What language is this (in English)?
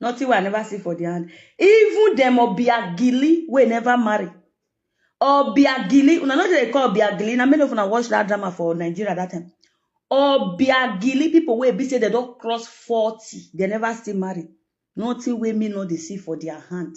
Nigerian Pidgin